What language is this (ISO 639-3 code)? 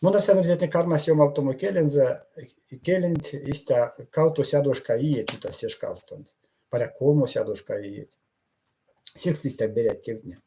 myv